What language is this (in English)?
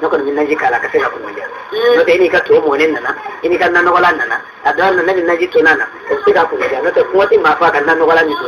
Bambara